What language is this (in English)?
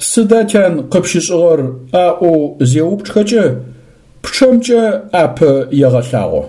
Adyghe